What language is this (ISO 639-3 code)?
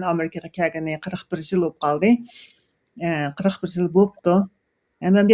uig